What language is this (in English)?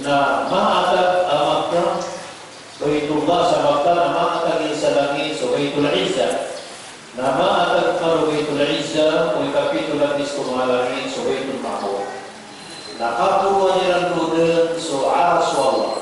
Maranao